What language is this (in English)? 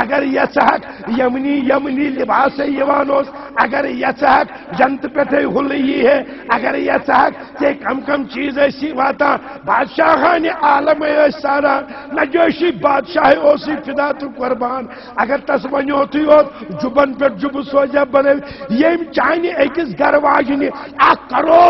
Kashmiri